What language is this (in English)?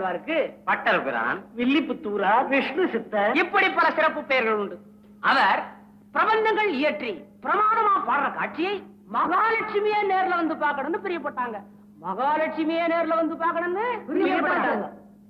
Tamil